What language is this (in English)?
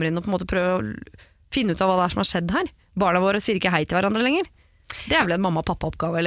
Norwegian